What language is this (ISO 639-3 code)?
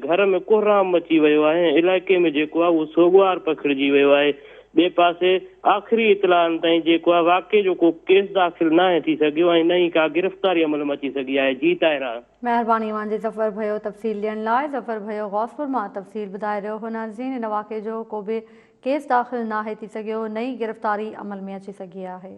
snd